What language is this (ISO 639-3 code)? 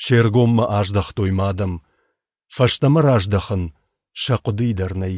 oss